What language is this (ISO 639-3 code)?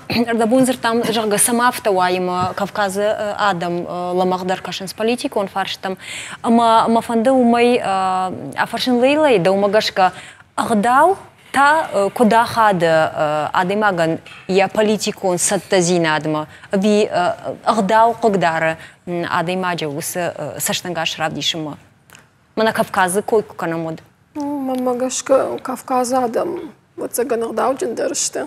oss